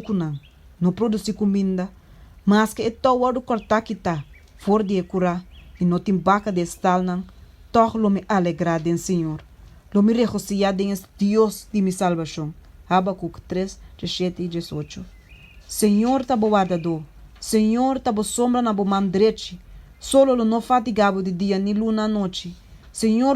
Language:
Papiamento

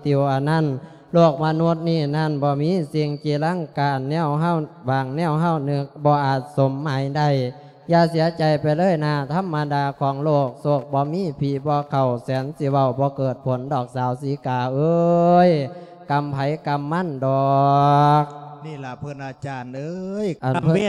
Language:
Lao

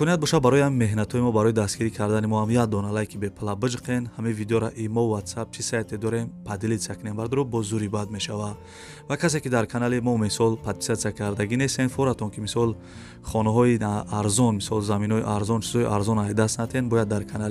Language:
Tajik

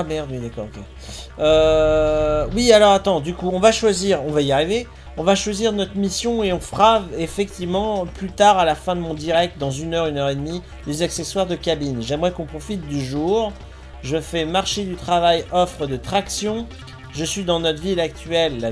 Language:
French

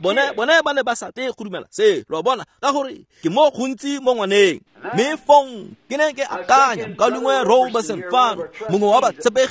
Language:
Tswana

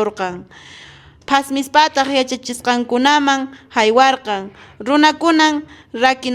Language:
Quechua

